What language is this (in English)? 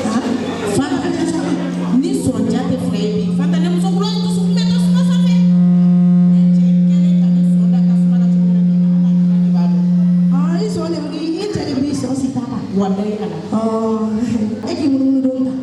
Bambara